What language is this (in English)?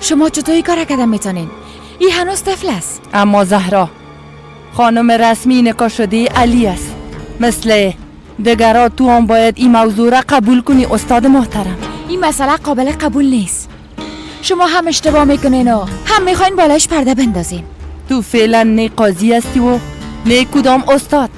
Persian